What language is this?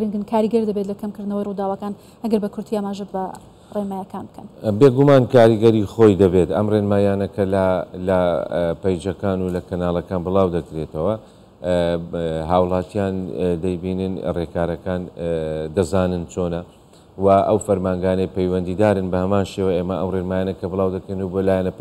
Central Kurdish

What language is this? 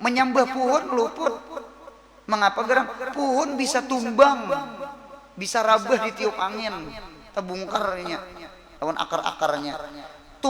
Banjar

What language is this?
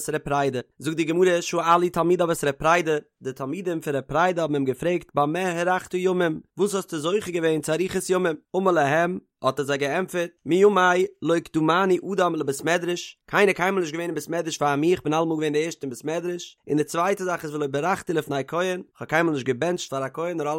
Yiddish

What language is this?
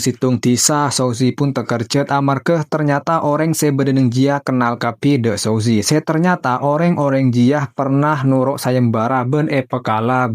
Madurese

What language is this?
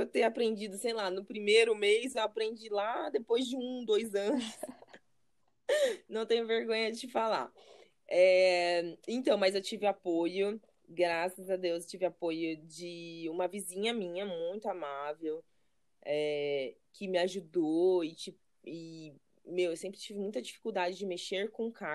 Portuguese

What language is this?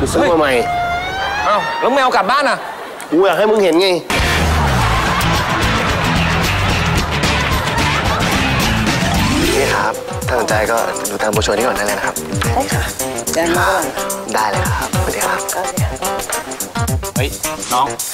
Thai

